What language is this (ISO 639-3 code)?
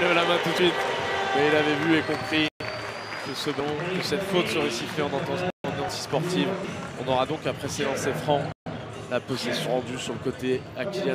fra